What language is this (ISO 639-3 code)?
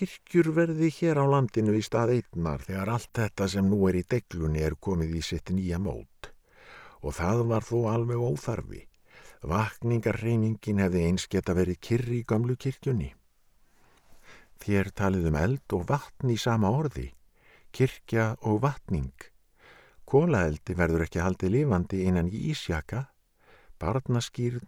isl